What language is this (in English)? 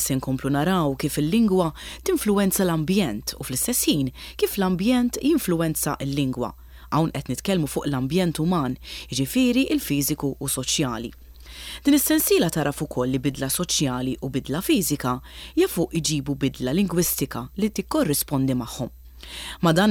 Maltese